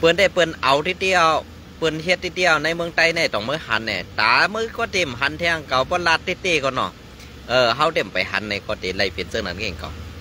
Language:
Shan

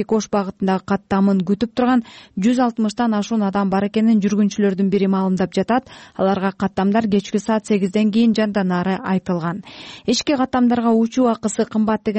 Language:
Kyrgyz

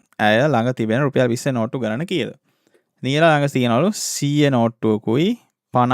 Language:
Sinhala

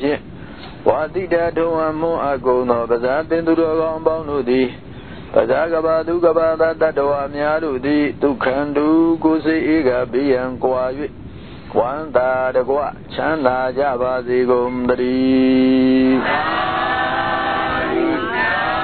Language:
Burmese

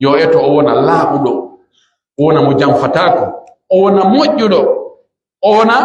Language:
Pular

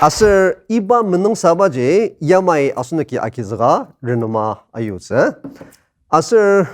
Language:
Ao Naga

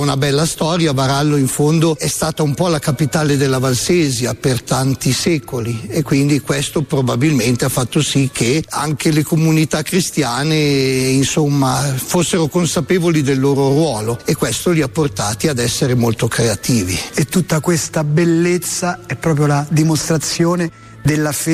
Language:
Italian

